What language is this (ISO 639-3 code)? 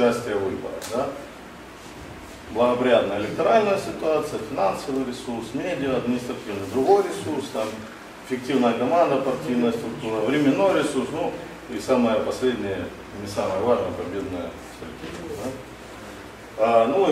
rus